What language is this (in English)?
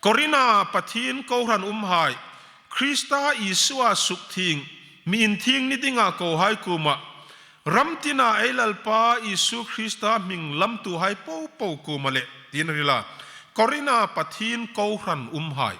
Hmar